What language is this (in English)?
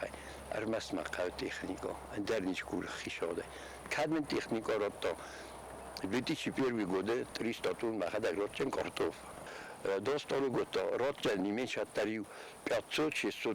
Ossetic